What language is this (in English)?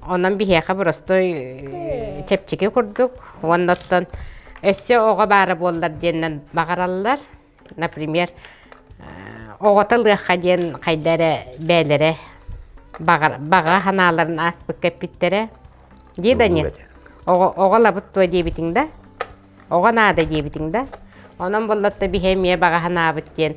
Yakut